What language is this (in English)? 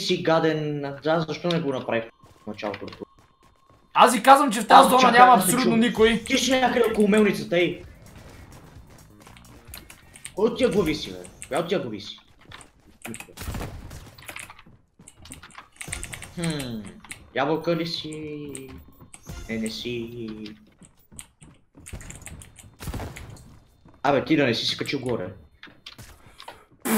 Bulgarian